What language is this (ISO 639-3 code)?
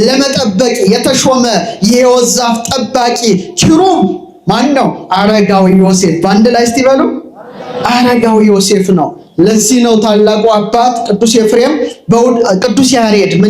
amh